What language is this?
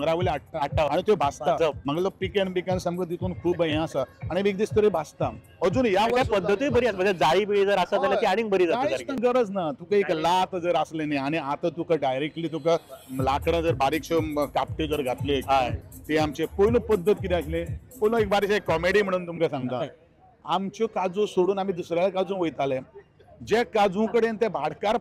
Konkani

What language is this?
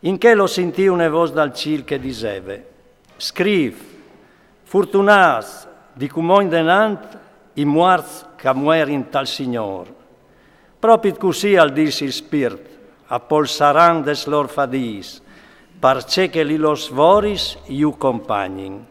Friulian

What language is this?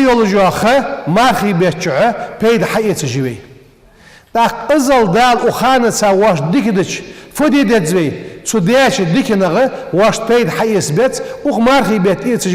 Ingush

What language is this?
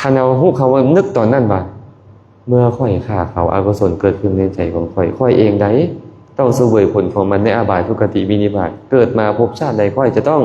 Lao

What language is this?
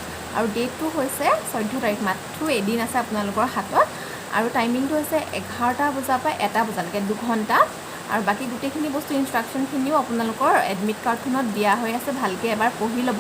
Assamese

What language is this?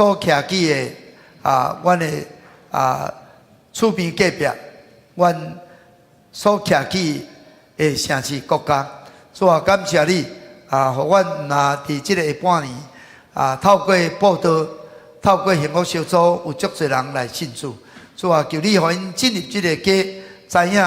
Min Nan Chinese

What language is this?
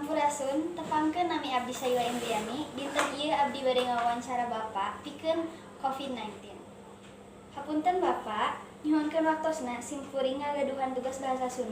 Sundanese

